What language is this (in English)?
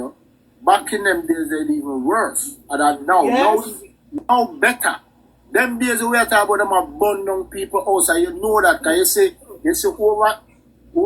Jamaican Creole English